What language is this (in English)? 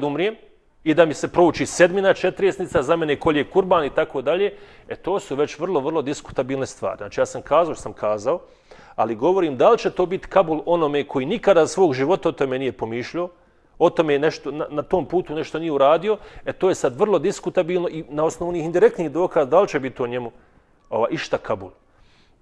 Bosnian